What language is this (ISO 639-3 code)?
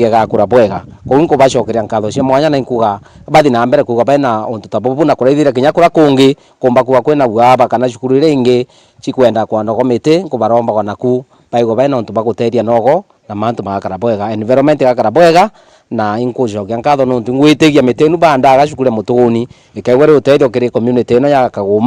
mer